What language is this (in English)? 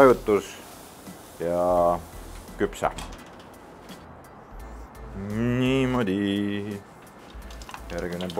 Estonian